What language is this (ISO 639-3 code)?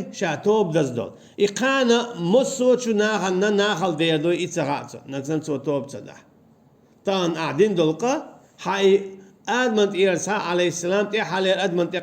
che